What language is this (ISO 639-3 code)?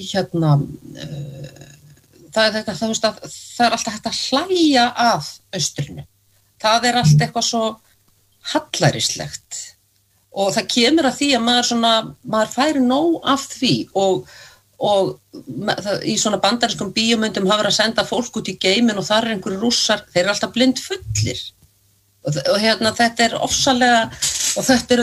isl